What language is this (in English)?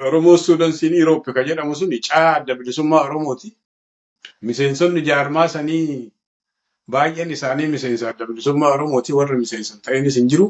Oromo